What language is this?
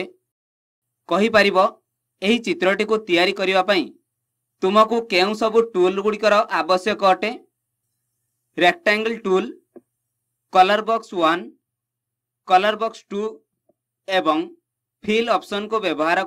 Odia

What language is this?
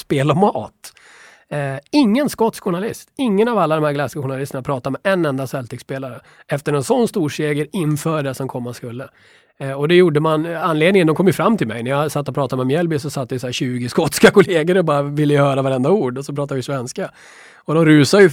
Swedish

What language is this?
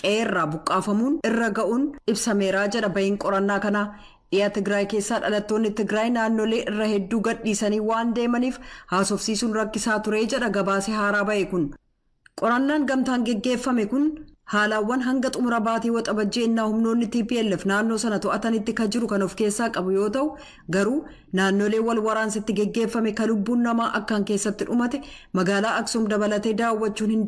Oromo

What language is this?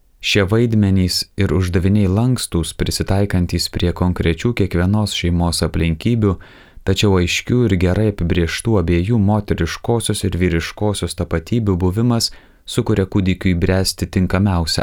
Lithuanian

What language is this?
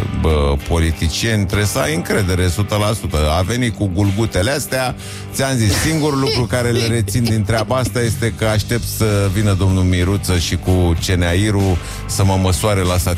Romanian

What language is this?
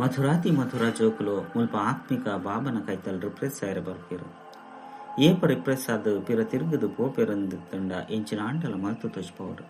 Tulu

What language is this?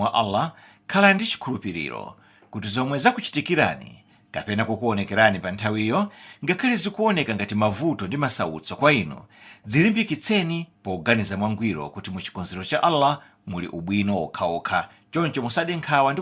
Nyanja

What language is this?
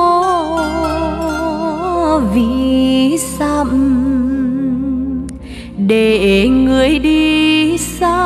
Vietnamese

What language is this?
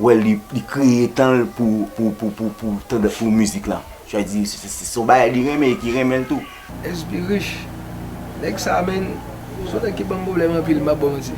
Haitian Creole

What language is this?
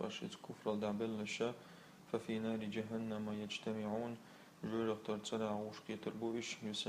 Chechen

